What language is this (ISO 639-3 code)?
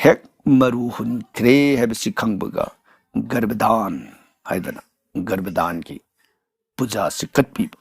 mni